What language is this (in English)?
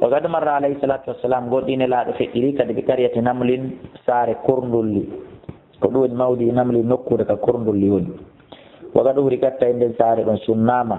Fula